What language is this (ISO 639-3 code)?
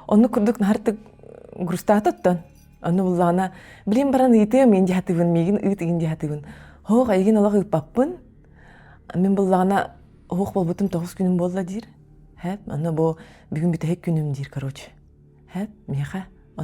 sah